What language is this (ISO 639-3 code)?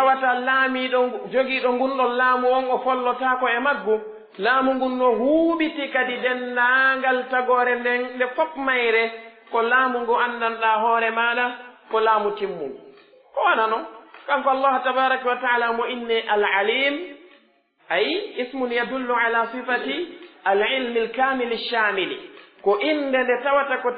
fuf